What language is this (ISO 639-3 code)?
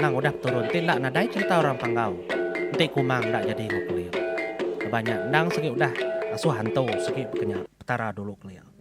iba